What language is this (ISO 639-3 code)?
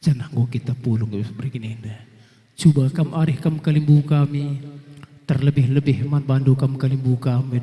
btx